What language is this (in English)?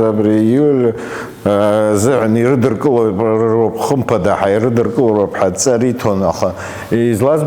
Abkhazian